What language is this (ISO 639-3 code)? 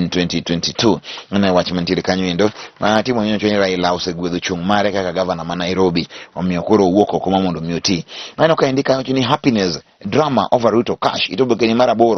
luo